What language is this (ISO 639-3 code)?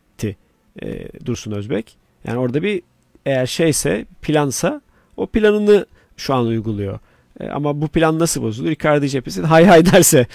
tur